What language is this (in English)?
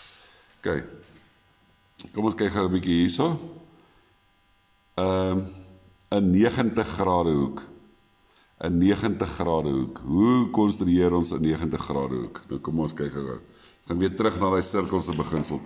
Afrikaans